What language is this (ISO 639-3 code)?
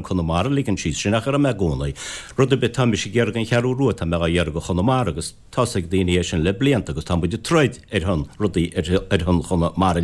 gle